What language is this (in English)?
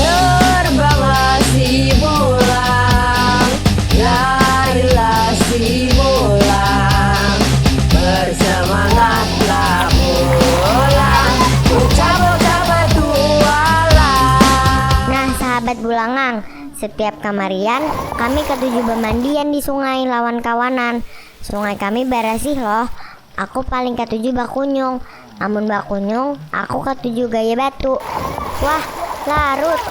Banjar